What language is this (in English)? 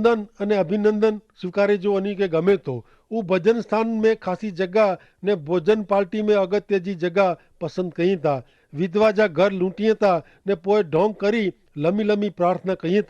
Kachhi